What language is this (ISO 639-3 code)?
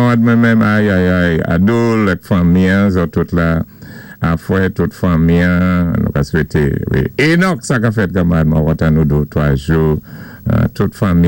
acf